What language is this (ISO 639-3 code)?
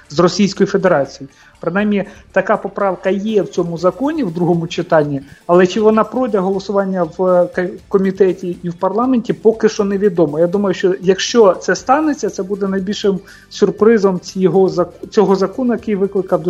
ukr